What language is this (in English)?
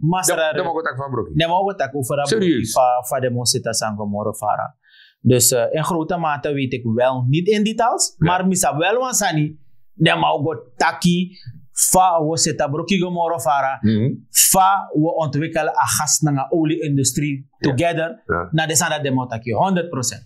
Sranan Tongo